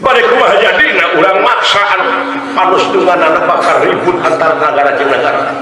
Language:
Sundanese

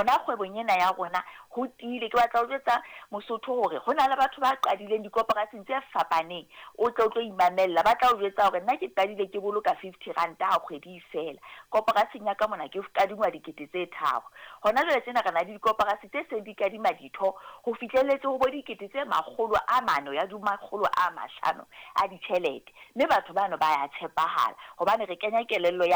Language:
Southern Sotho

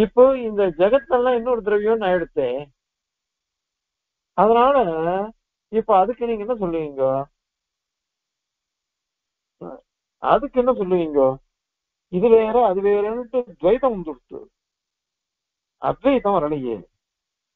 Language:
Tamil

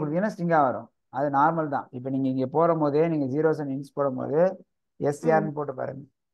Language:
Tamil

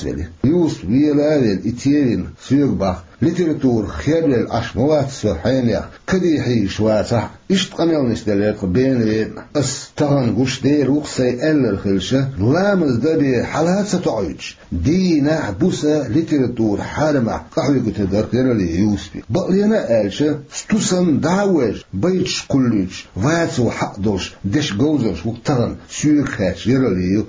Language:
Chechen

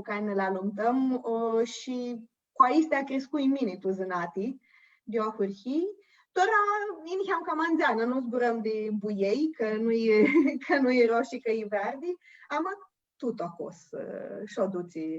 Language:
Aromanian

